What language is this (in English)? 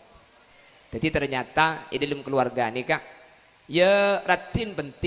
Madurese